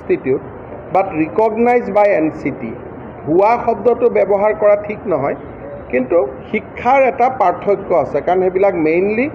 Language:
Assamese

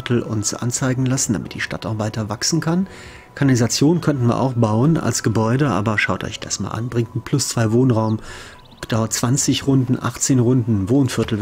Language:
German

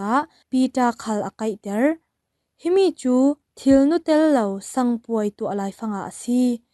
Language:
Falam Chin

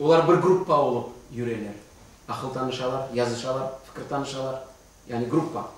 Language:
Crimean Tatar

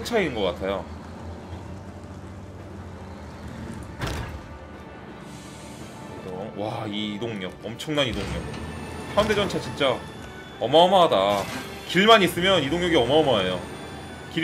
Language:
Korean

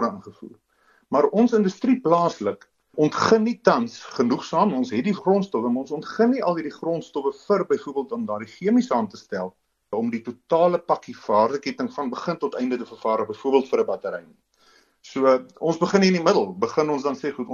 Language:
Afrikaans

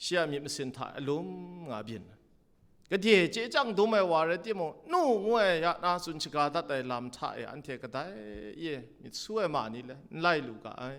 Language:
Kachin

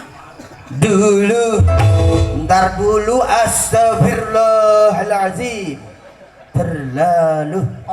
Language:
Betawi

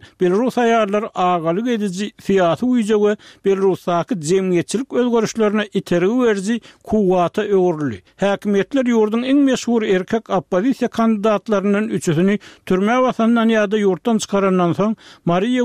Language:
Turkmen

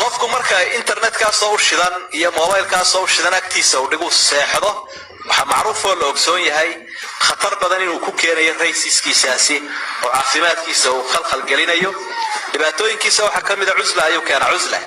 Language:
Somali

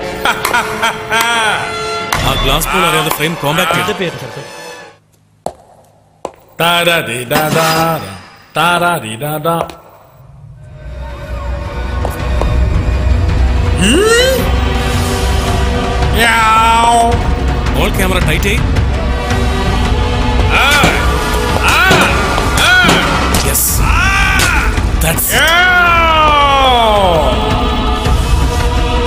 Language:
Malayalam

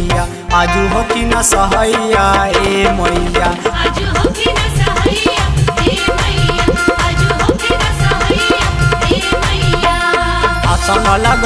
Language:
Bhojpuri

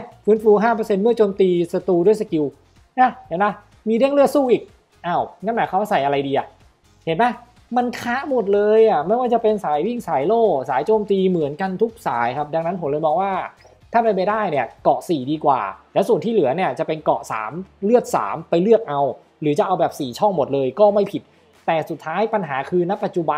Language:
Thai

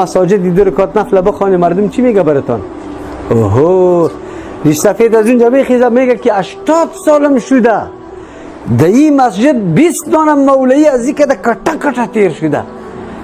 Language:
Persian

